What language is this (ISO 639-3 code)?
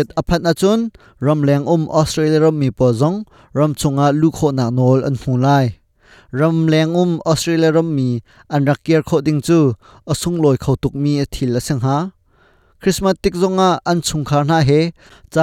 cnh